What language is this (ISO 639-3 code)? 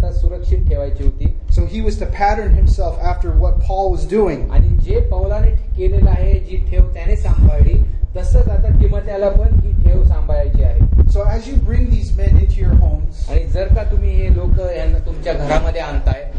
mar